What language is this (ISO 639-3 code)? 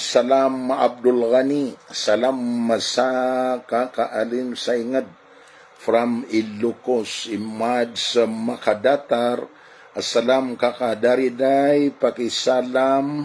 mrw